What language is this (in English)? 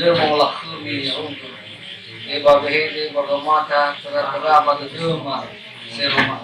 Nias